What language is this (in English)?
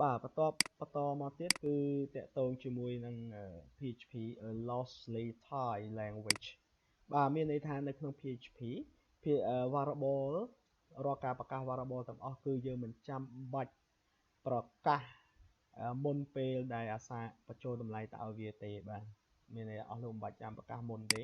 Khmer